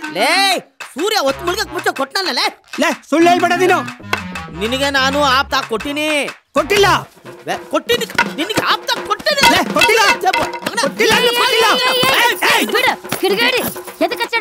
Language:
Kannada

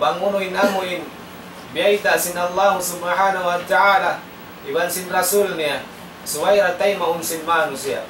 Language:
Tausug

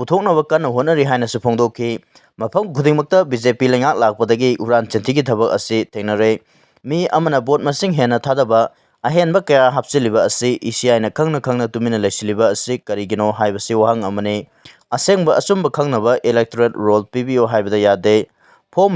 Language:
Manipuri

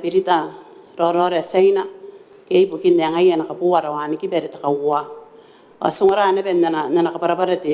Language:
Gilbertese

